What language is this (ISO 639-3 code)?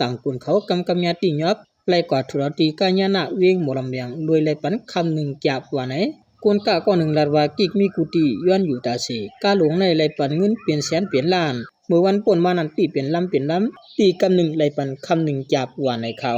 shn